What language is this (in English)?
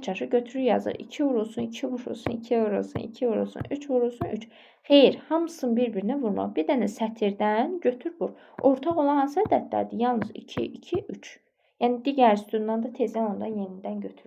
Azerbaijani